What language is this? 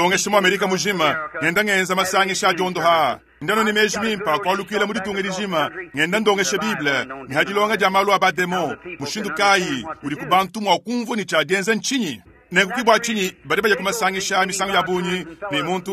Luba-Lulua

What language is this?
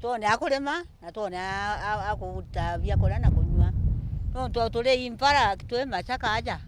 Meru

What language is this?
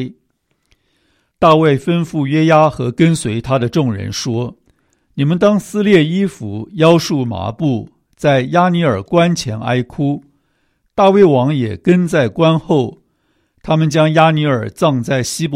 Chinese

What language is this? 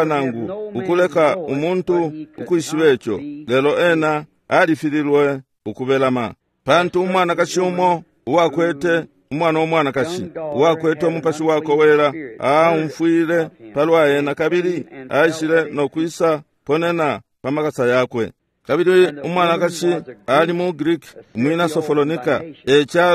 Bemba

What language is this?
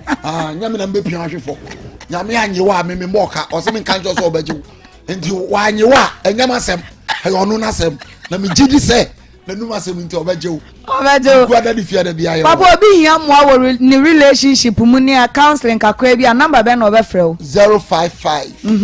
Akan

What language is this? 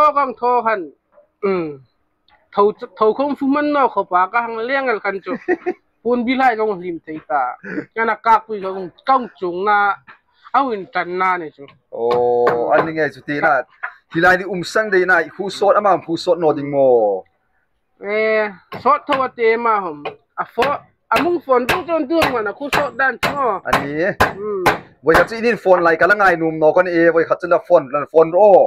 Hmar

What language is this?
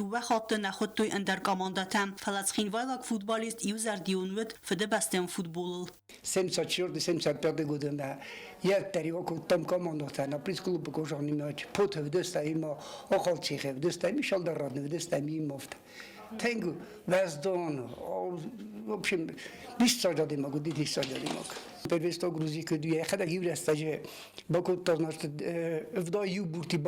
Ossetic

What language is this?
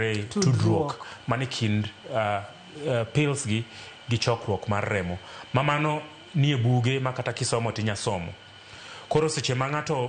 Luo (Kenya and Tanzania)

